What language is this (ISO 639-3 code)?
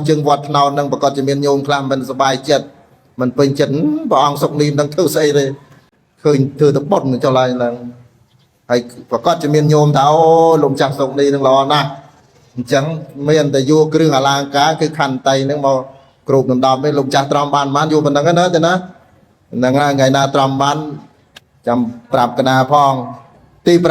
khm